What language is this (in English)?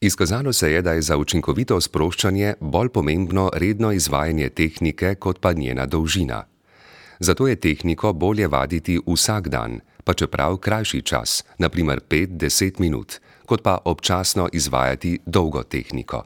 Slovenian